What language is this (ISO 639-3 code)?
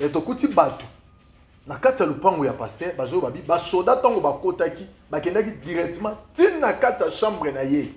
lin